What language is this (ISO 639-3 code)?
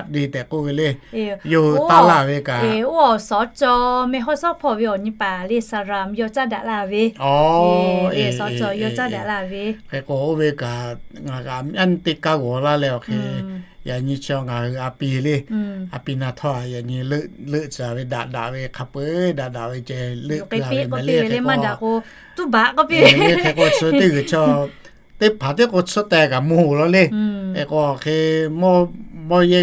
lhu